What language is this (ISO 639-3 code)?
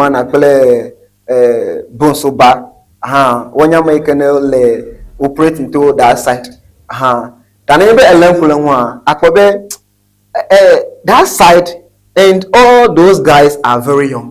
ewe